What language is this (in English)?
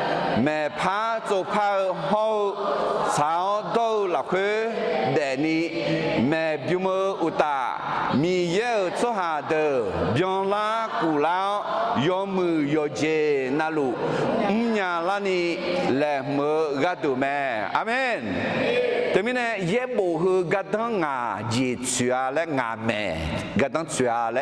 Akha